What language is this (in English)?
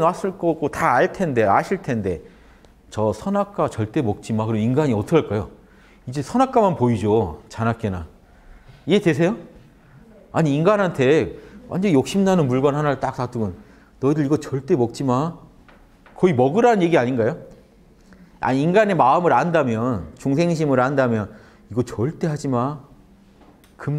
Korean